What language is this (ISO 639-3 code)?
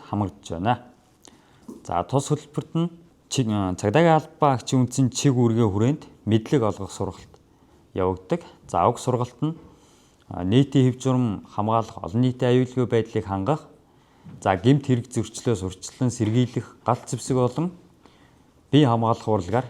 mon